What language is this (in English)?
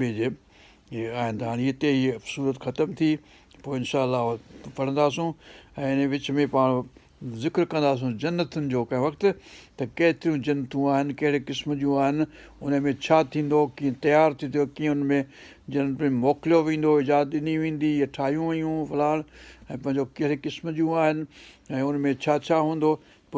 Sindhi